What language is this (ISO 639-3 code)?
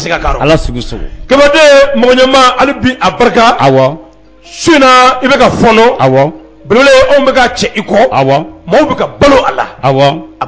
bam